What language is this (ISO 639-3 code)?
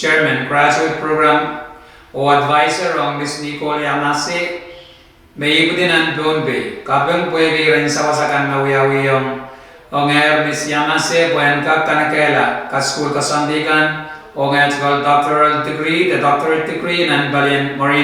pon